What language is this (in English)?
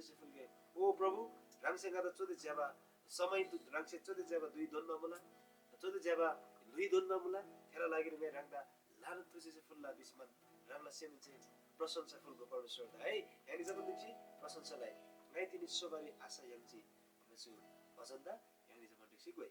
Eastern Tamang